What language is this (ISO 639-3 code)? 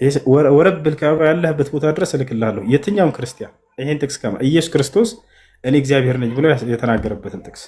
amh